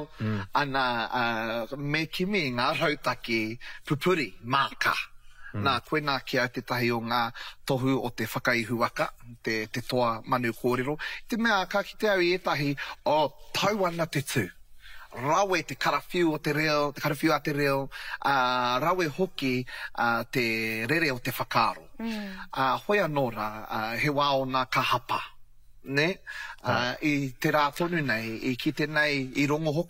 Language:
Māori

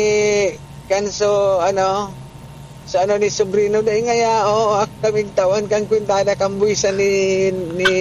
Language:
Bikol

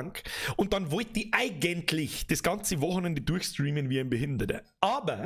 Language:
Bavarian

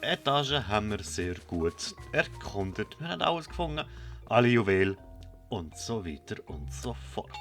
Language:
Swiss German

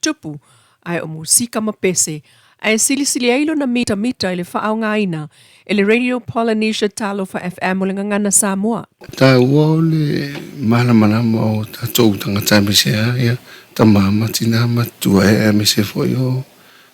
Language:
Samoan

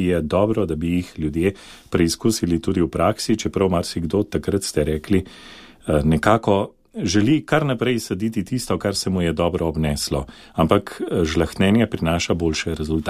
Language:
Slovenian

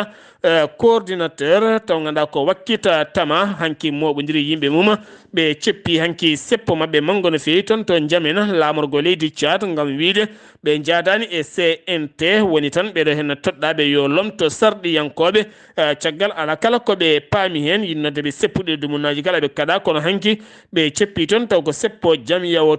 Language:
Fula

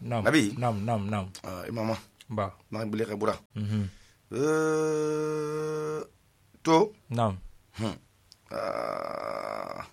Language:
Susu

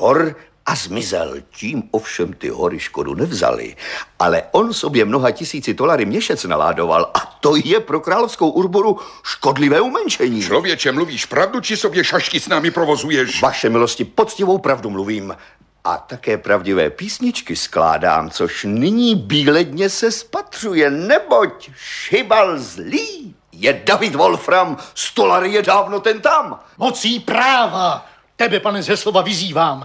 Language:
Czech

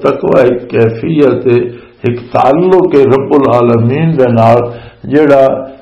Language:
Western Panjabi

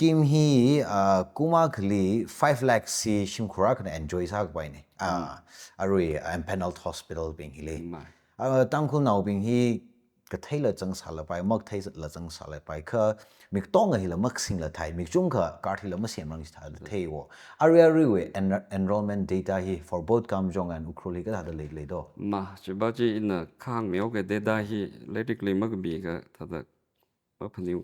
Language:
Tangkhul Naga (India)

